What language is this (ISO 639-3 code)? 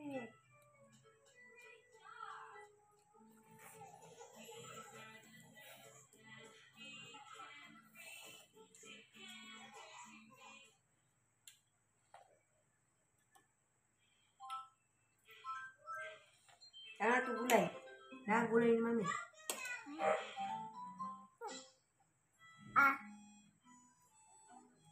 fil